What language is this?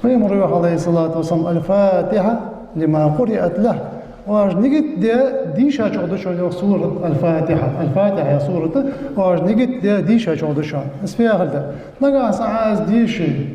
Ingush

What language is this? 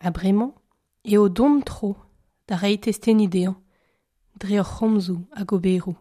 Breton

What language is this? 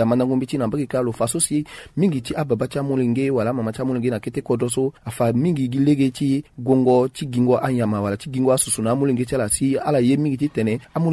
Sango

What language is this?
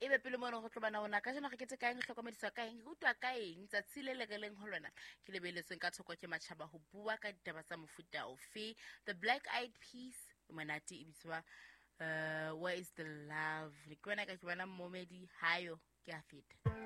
Southern Sotho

